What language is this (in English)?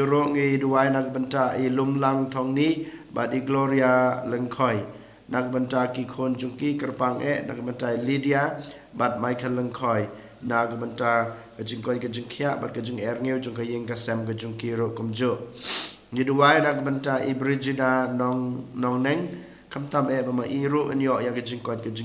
Khasi